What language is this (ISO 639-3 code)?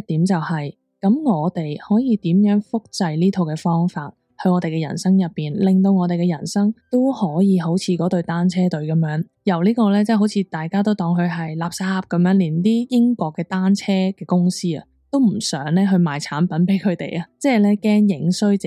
yue